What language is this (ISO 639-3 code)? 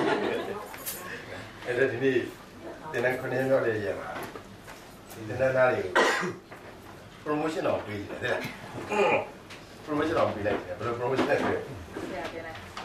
mya